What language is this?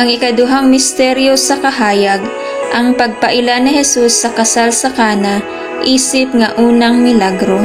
Cebuano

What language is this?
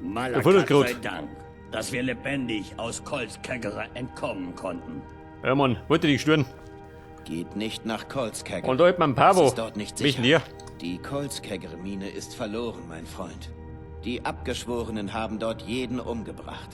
Bavarian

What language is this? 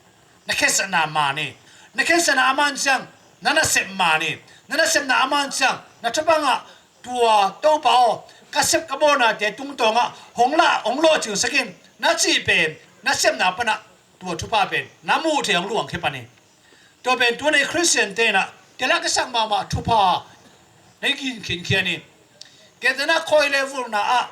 Tedim Chin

